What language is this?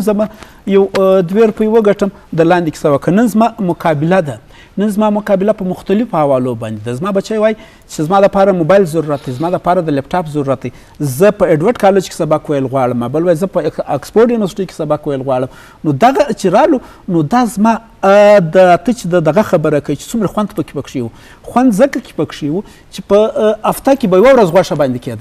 Eastern Balochi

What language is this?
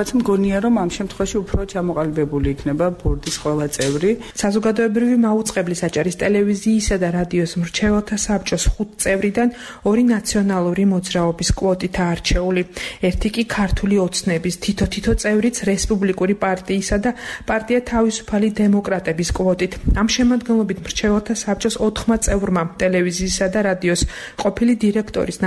Georgian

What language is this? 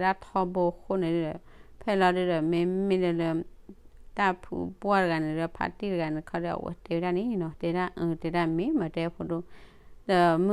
S'gaw Karen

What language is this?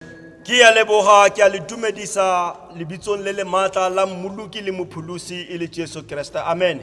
Tswana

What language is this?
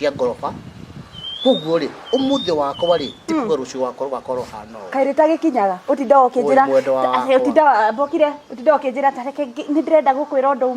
Kikuyu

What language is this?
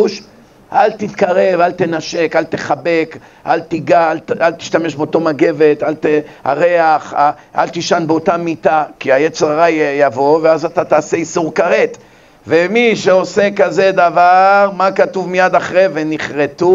Hebrew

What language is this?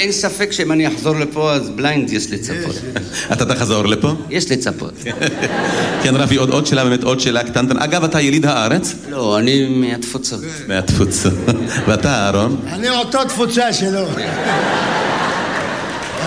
Hebrew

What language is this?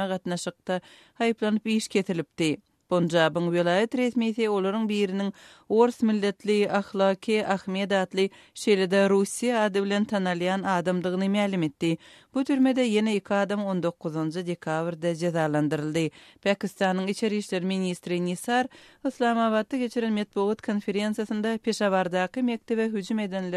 Turkmen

